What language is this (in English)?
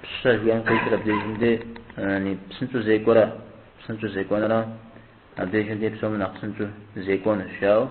Kabardian